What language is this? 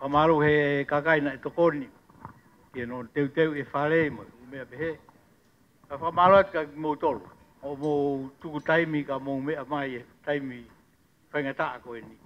Tongan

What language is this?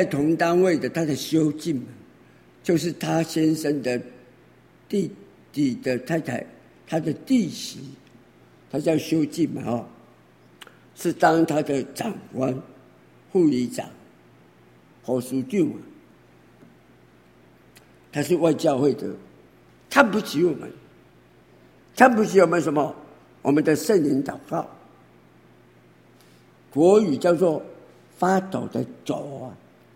Chinese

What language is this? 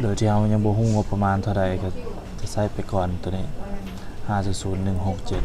Lao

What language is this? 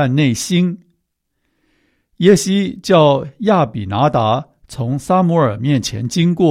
Chinese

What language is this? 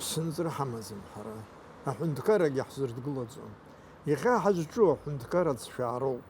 Abkhazian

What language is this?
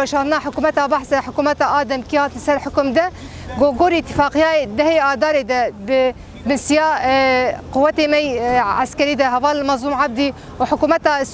Kurdish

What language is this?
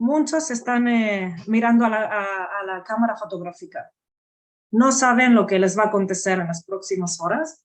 Ladino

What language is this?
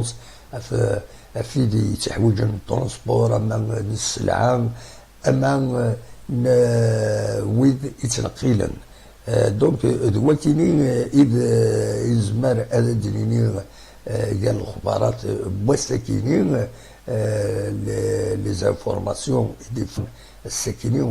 Kabyle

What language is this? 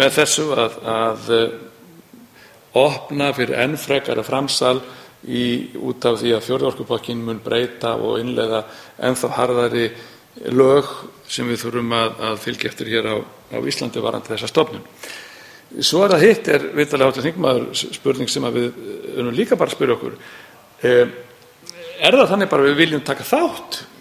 Icelandic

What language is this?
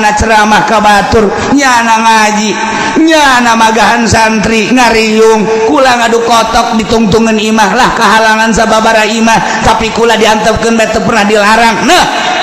Sundanese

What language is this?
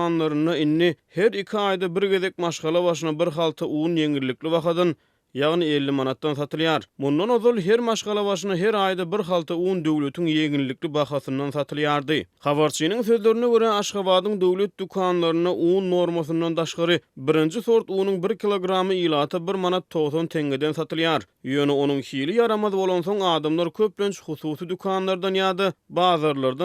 Turkmen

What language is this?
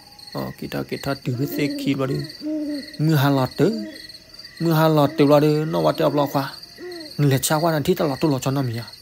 S'gaw Karen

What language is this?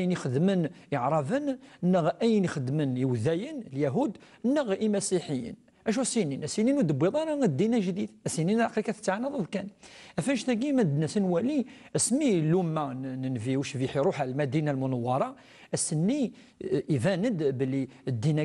Kabyle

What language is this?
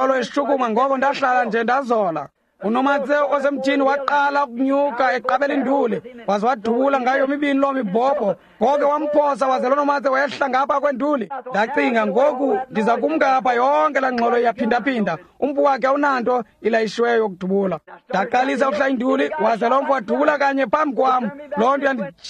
Xhosa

